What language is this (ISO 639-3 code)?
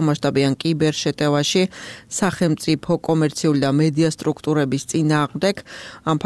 kat